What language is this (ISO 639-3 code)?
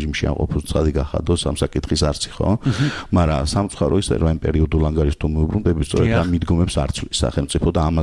kat